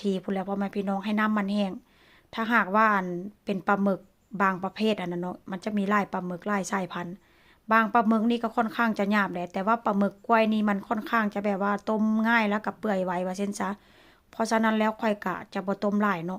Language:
Lao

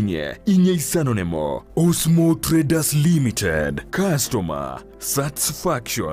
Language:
Gusii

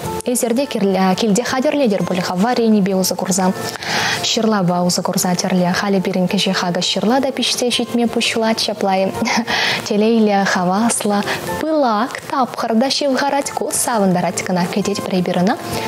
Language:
Chuvash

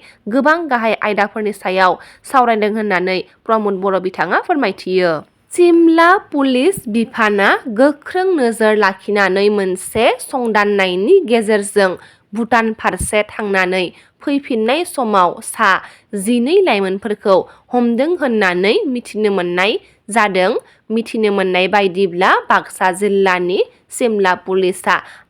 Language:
Bodo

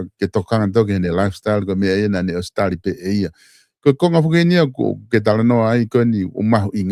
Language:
Tongan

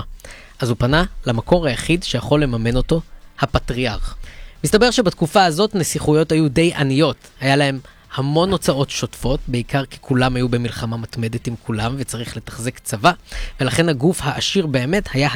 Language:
Hebrew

